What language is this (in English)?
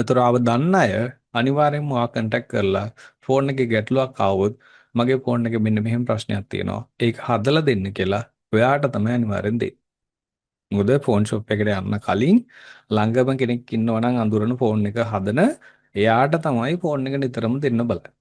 Sinhala